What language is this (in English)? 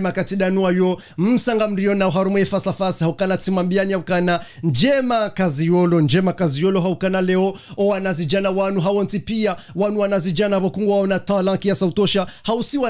Ngazidja Comorian